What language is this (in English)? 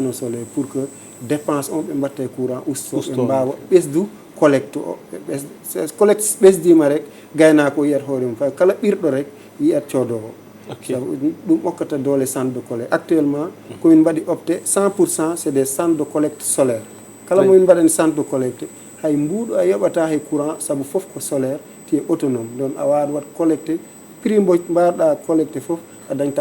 Fula